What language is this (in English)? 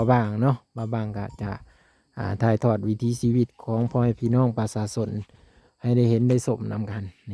Lao